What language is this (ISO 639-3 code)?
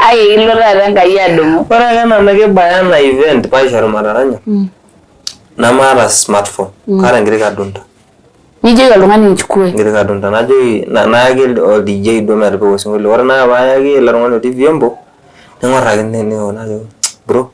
mas